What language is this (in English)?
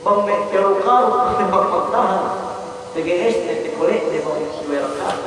Yakan